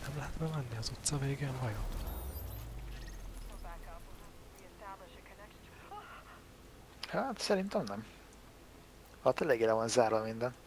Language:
Hungarian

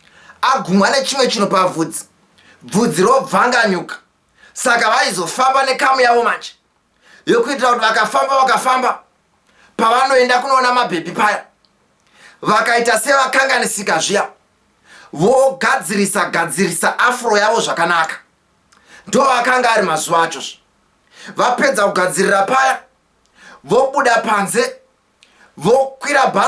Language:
Shona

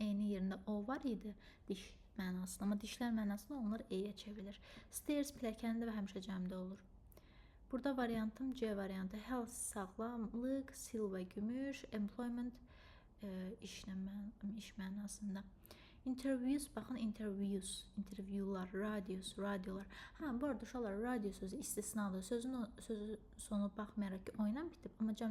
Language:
Azerbaijani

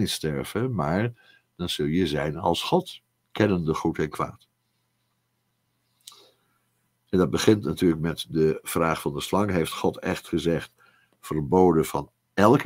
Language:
Dutch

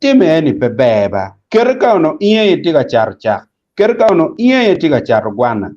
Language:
Acoli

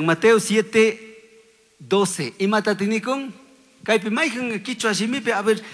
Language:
Chimborazo Highland Quichua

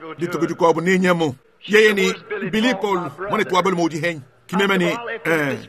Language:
Luba-Lulua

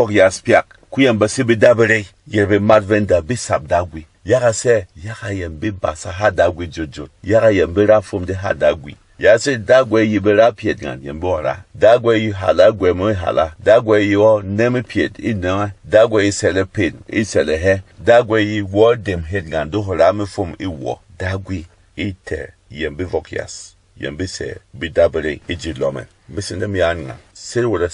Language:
Berom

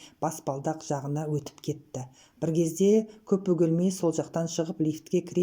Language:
Kazakh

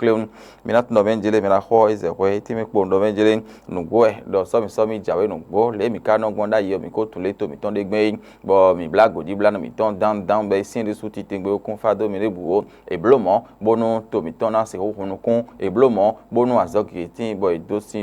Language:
Fon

